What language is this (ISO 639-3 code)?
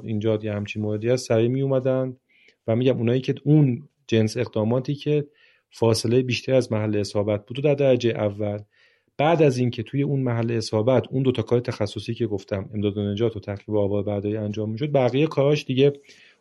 fas